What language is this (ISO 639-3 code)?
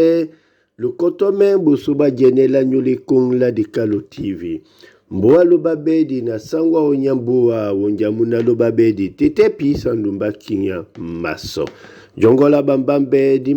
dua